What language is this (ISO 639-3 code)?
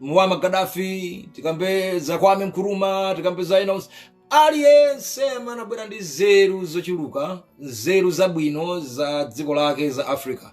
nya